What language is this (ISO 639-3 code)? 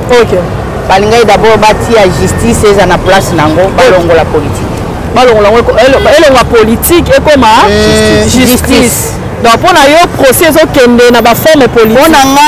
lin